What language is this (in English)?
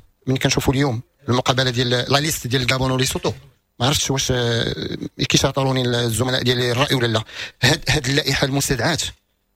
Moroccan Arabic